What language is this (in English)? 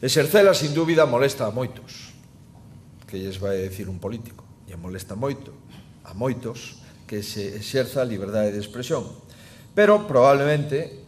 Galician